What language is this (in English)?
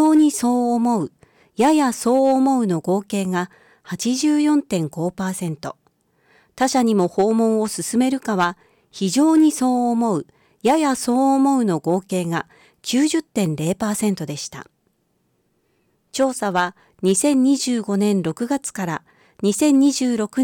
Japanese